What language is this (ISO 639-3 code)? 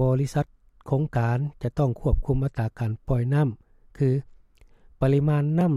lao